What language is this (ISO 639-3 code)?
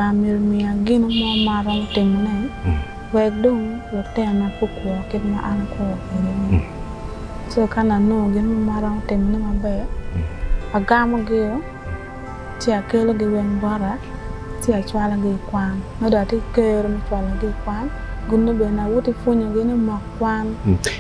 ach